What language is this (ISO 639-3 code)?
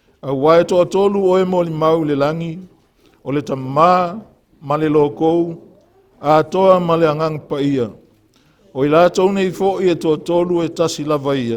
smo